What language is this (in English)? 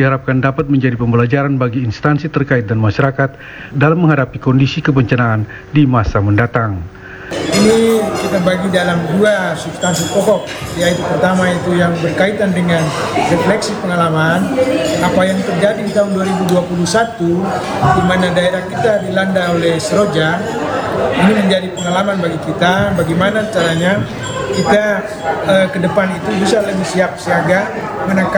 Indonesian